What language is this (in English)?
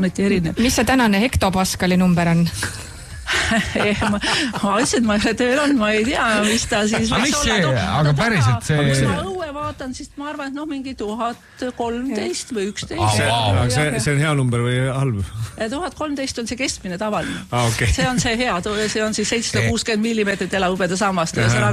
Estonian